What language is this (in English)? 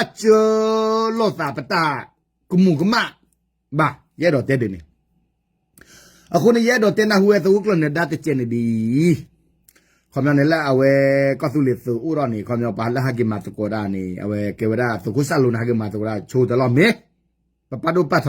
S'gaw Karen